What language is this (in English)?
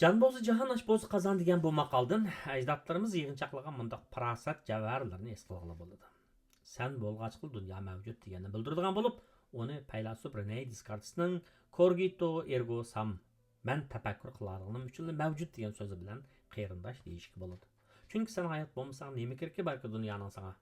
Uyghur